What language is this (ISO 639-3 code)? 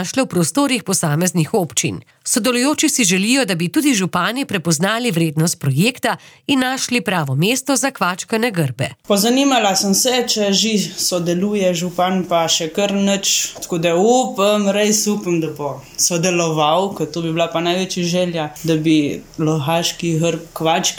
slv